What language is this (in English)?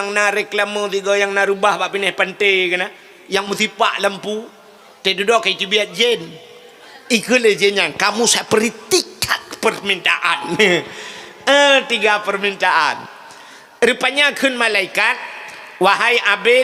Achinese